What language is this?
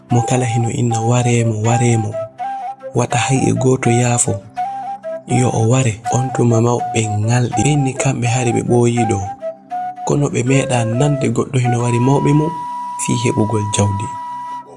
Fula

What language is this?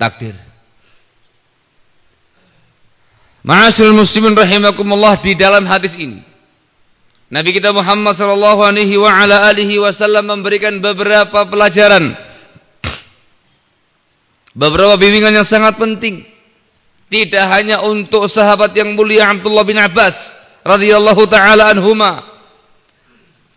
Indonesian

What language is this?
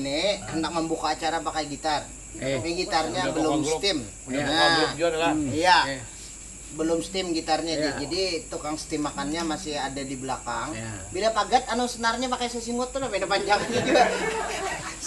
Banjar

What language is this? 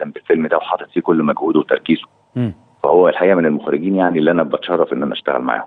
Egyptian Arabic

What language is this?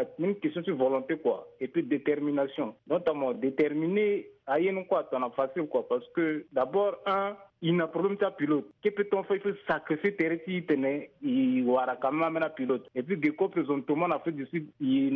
Sango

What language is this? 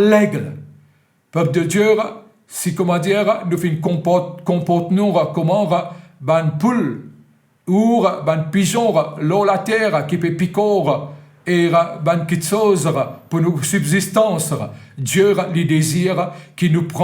Morisyen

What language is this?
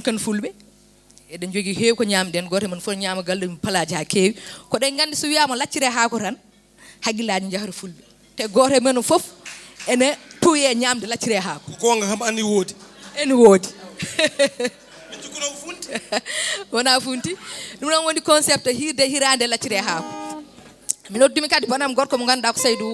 Fula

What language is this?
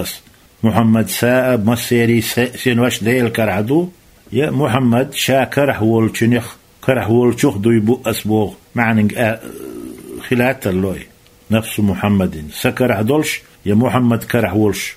Chechen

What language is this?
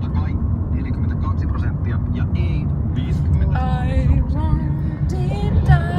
Moksha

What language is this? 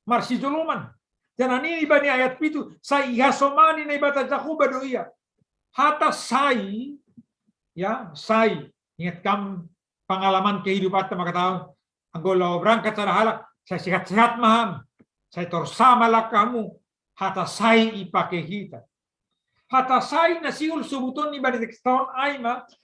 Batak Simalungun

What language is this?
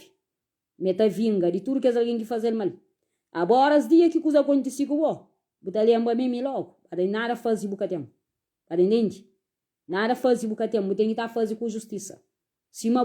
Kabuverdianu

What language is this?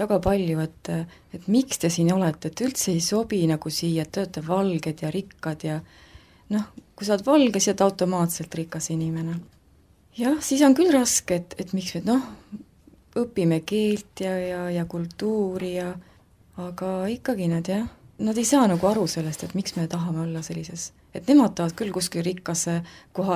Estonian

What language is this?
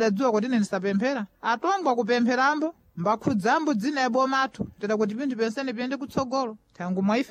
Sena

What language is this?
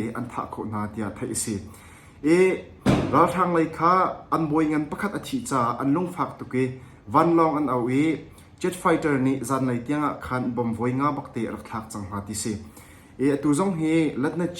Hakha Chin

